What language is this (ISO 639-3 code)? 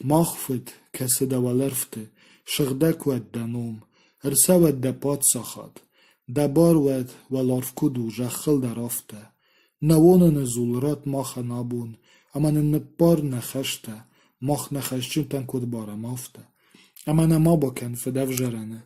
oss